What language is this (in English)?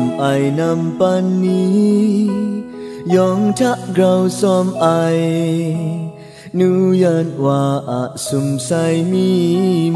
Kachin